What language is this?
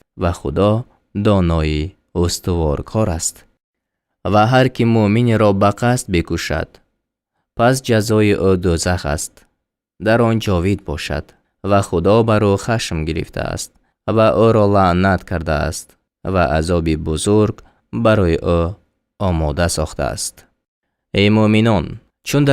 Tajik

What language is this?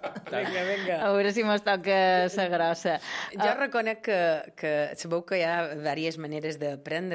Catalan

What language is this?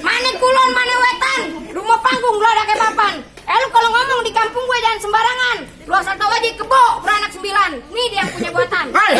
Betawi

